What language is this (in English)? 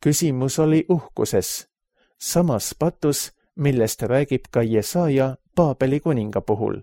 Estonian